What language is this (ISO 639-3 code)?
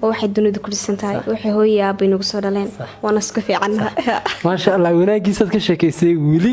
som